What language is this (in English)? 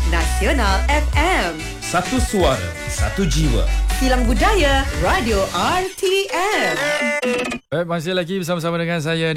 Malay